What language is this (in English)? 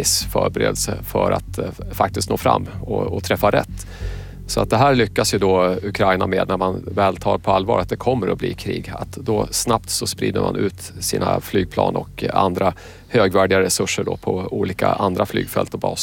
Swedish